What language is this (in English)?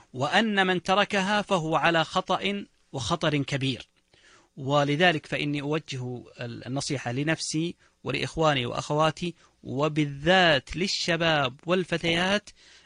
Arabic